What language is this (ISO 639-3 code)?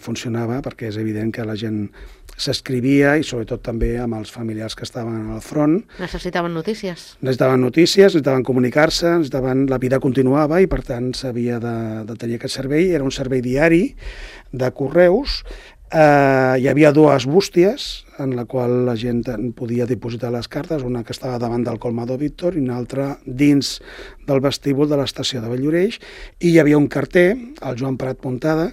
cat